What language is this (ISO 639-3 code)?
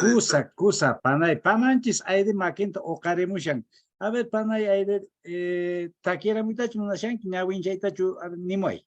que